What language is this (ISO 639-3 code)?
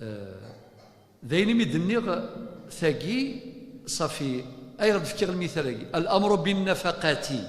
kab